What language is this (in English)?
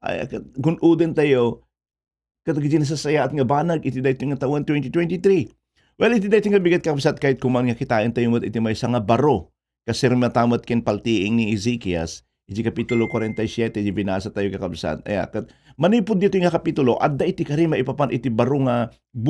Iloko